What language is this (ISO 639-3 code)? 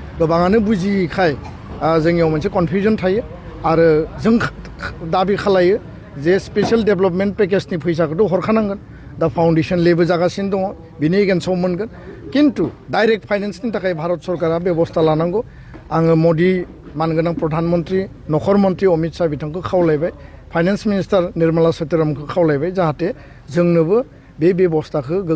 brx